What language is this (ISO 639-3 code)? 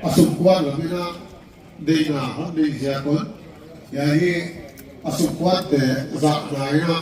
pck